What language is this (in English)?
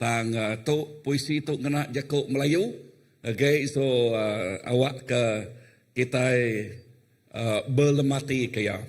Iban